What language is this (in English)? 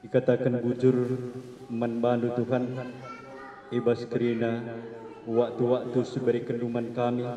Batak Karo